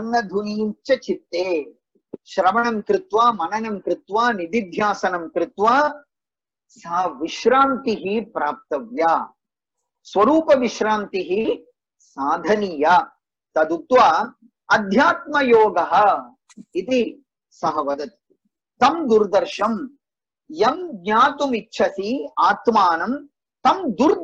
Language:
Sanskrit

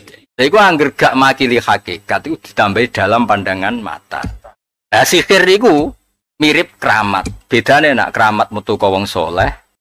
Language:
Javanese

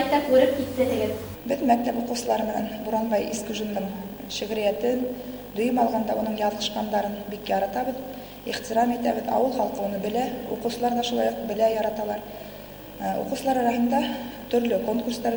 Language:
Bashkir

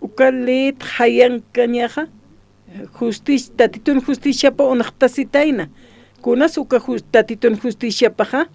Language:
Aymara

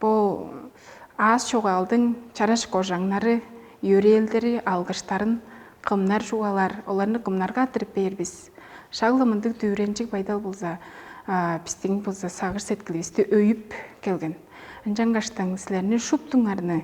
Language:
Tuvinian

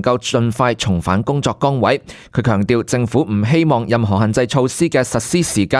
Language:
Cantonese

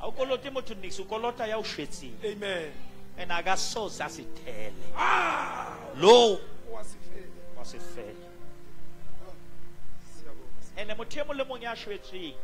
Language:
Southern Sotho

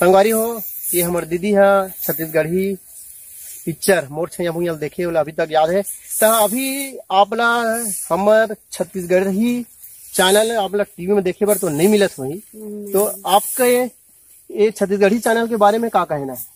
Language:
Chhattisgarhi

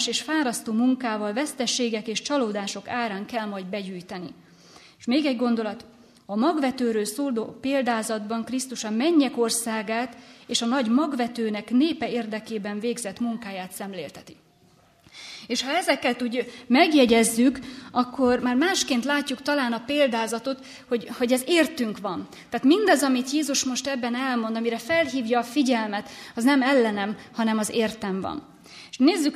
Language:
Hungarian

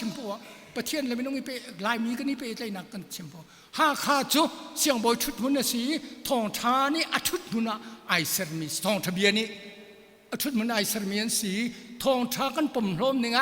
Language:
Hakha Chin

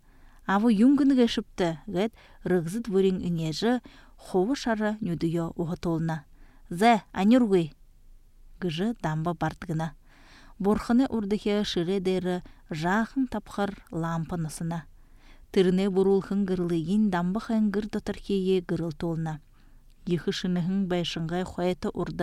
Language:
Buriat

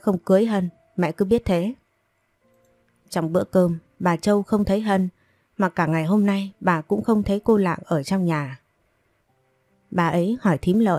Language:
Vietnamese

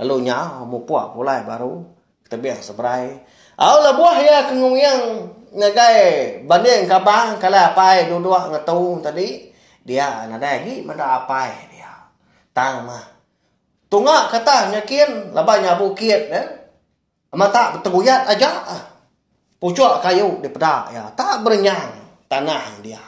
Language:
Iban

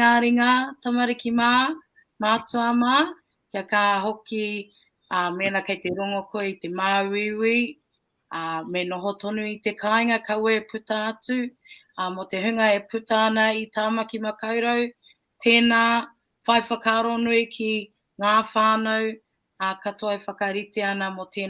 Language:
Māori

